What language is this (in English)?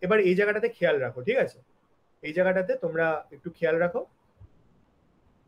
Bangla